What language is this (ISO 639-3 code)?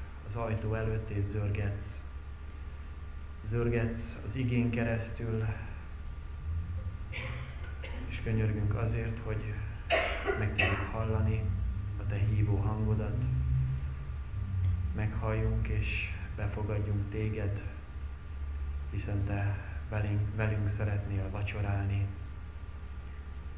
hun